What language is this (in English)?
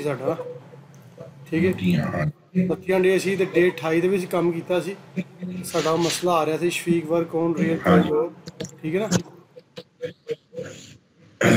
Punjabi